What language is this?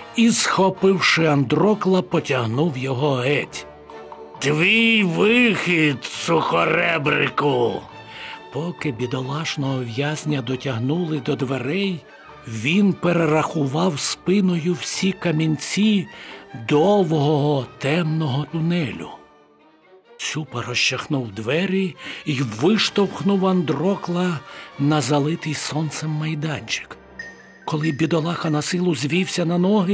Ukrainian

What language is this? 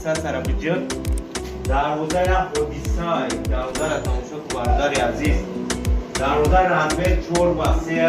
Tajik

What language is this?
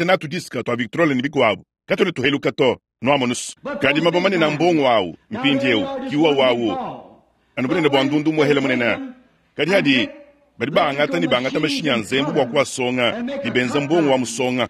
Luba-Lulua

